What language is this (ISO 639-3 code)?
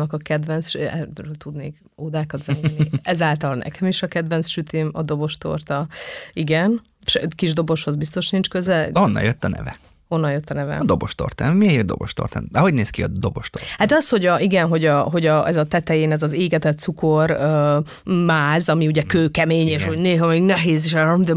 hun